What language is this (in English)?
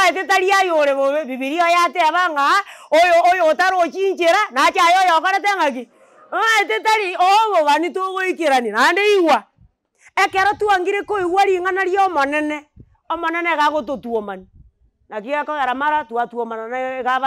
Gusii